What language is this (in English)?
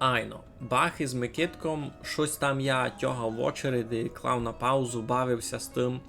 Rusyn